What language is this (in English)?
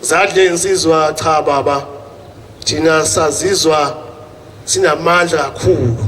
Zulu